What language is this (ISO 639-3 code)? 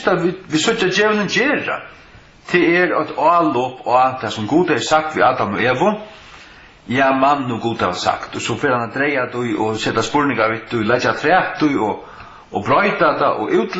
fao